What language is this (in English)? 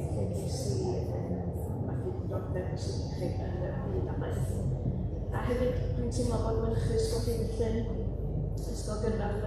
Welsh